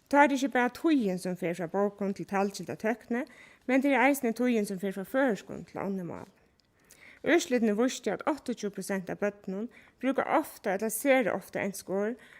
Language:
Faroese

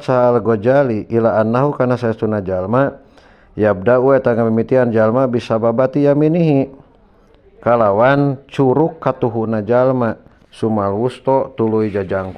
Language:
Sundanese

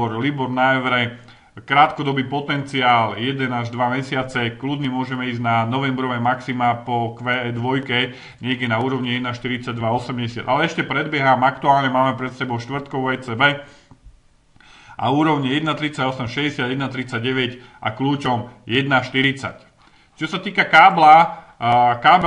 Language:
Slovak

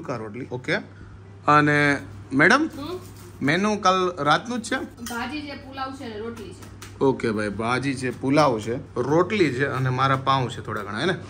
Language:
Gujarati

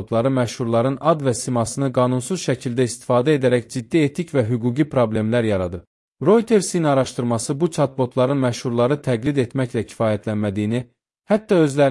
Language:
Azerbaijani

